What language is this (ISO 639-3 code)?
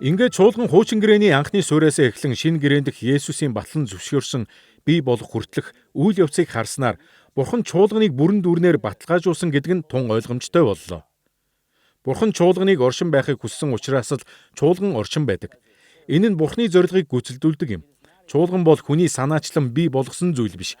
mon